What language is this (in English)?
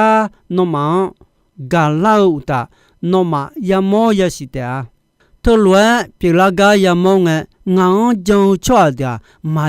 Akha